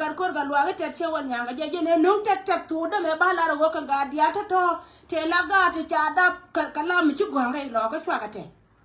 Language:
Nuer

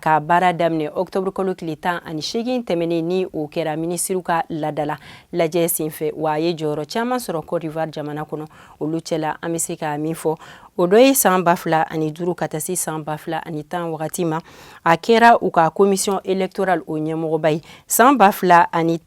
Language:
Bambara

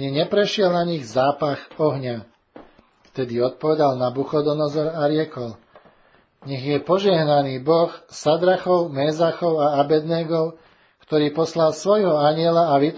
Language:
Slovak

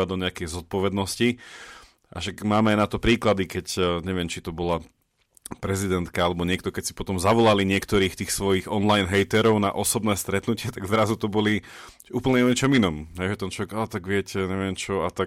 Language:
Slovak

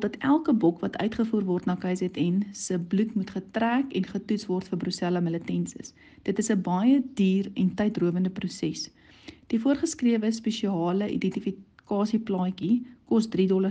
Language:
Afrikaans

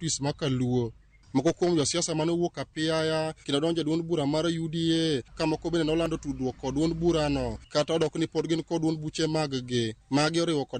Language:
Luo (Kenya and Tanzania)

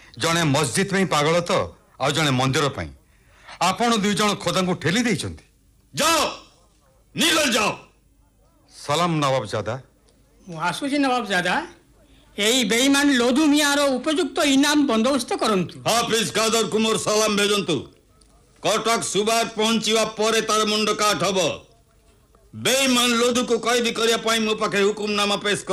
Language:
Odia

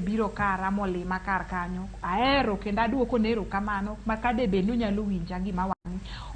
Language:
Luo (Kenya and Tanzania)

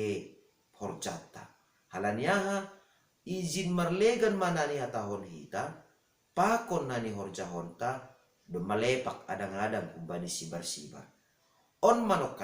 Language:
Batak Simalungun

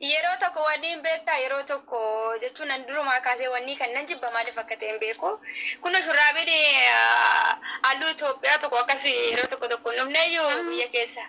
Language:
Oromo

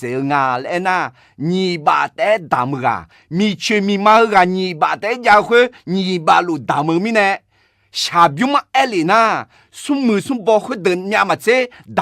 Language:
Akha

